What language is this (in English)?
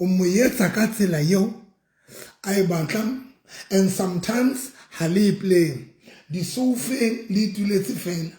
Southern Sotho